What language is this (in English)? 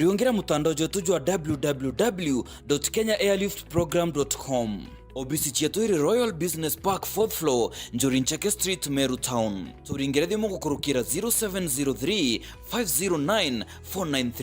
Meru